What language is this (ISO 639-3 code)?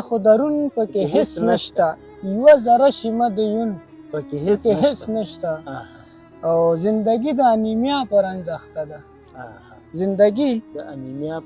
pus